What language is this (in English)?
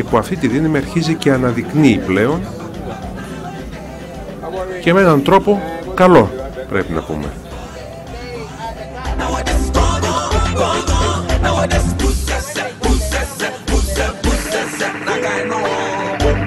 Greek